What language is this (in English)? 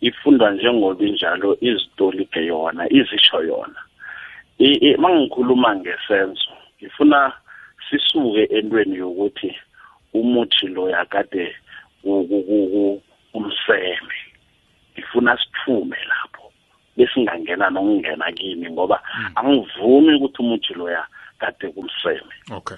South Ndebele